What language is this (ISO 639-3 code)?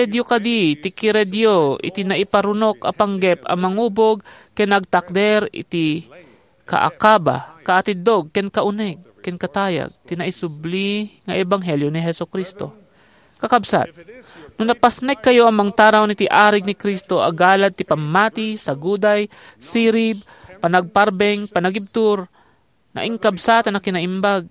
ilo